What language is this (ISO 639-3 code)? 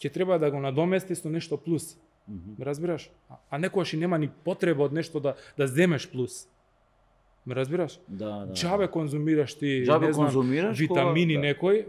mkd